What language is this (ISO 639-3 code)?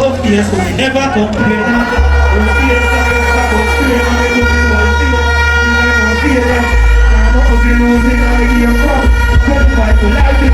jam